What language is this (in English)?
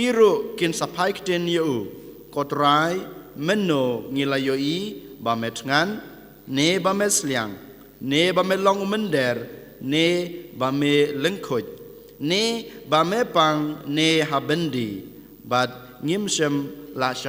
Khasi